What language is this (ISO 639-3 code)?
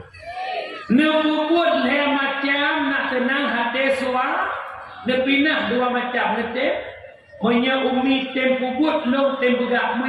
ace